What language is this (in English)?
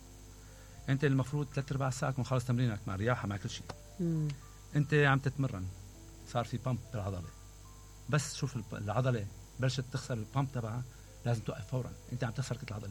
Mesopotamian Arabic